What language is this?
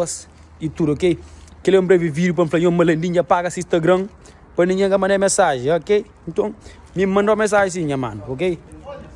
Kabuverdianu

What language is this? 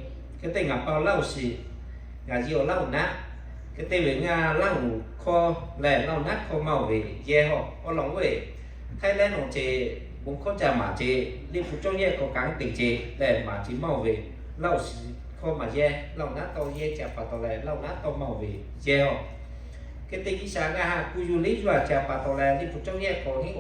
Lahu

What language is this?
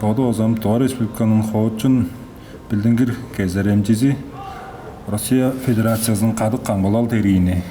Tuvinian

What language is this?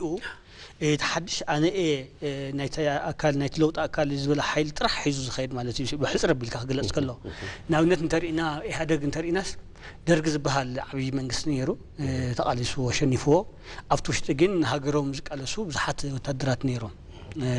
Tigrinya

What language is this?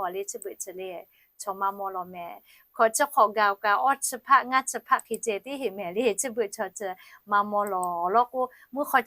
Lahu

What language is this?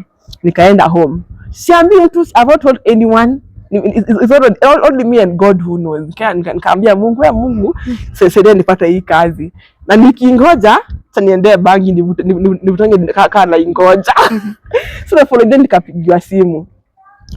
Kikuyu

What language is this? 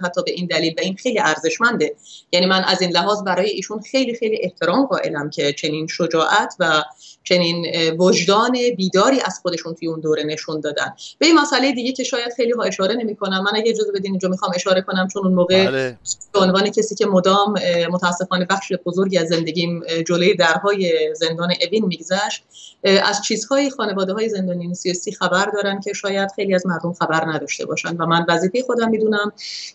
Persian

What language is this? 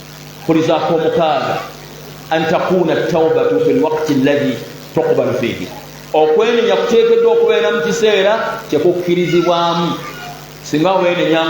Ganda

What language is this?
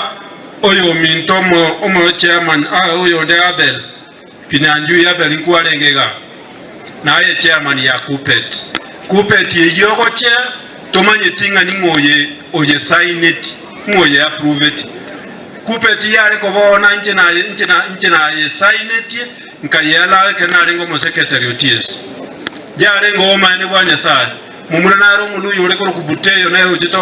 Gusii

